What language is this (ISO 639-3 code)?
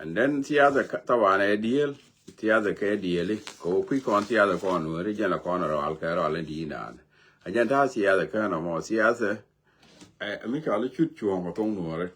nus